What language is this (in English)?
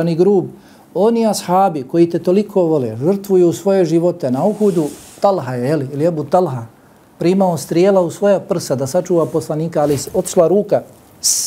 Bosnian